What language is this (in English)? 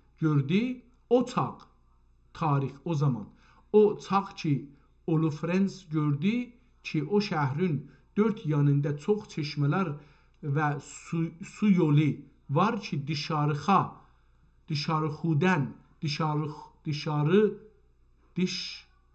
South Azerbaijani